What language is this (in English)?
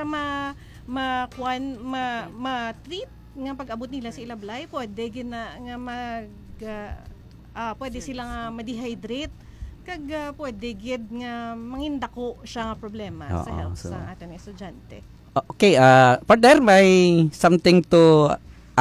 Hiligaynon